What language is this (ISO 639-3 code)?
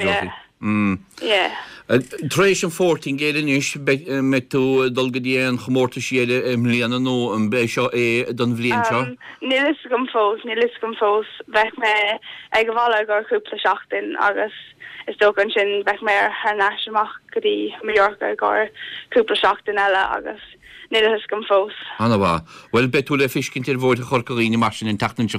gle